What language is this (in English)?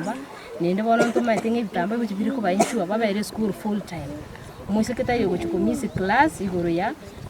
Gusii